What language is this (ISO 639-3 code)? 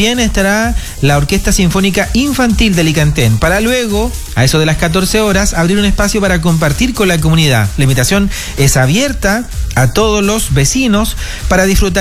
spa